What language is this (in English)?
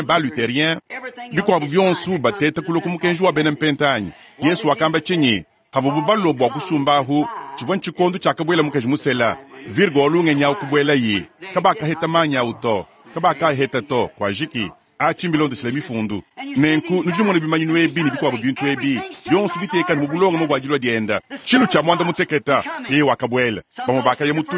Luba-Lulua